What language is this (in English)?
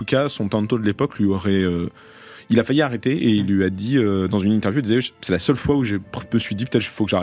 French